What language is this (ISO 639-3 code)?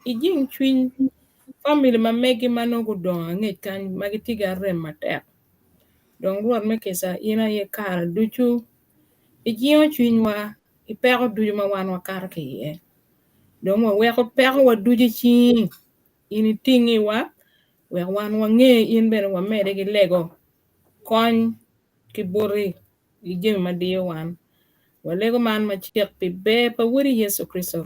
ach